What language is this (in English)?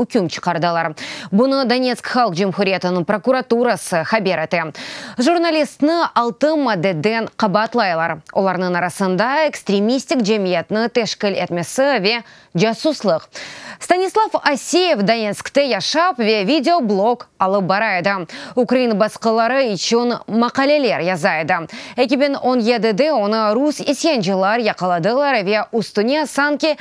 Crimean Tatar